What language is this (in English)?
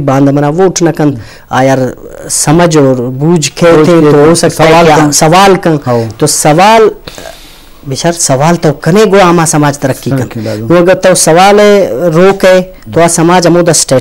Eastern Balochi